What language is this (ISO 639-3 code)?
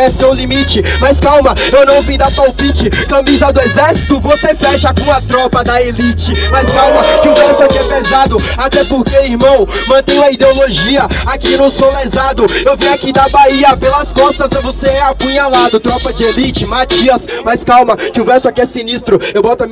por